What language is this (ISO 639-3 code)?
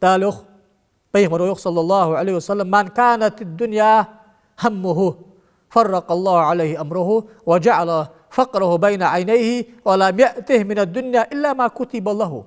inh